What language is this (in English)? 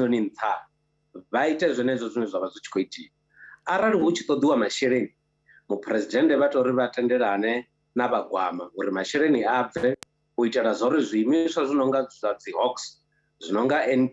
Venda